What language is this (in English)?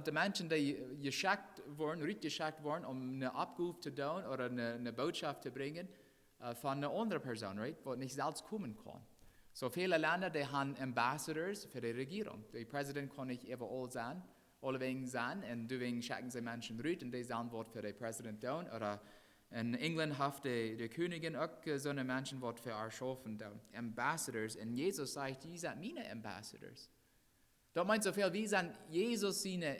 Plautdietsch